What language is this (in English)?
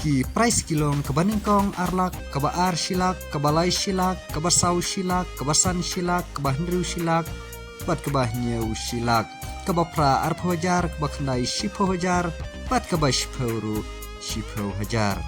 Khasi